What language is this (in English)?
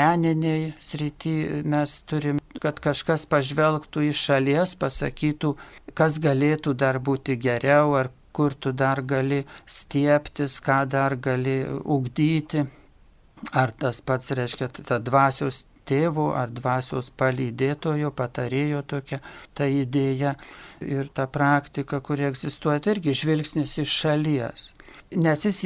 Lithuanian